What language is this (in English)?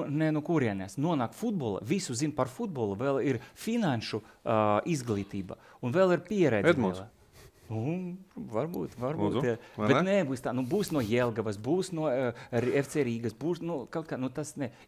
Latvian